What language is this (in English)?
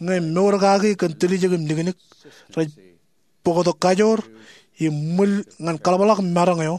Marshallese